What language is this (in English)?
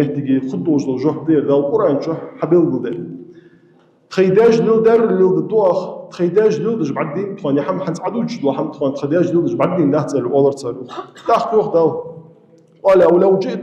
Ingush